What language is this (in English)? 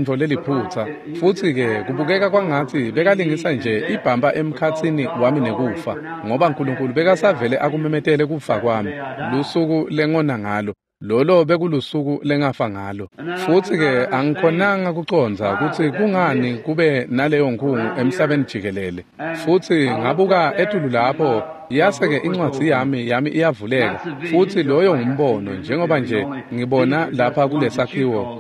Swati